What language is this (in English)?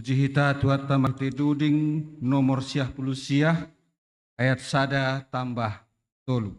Batak Simalungun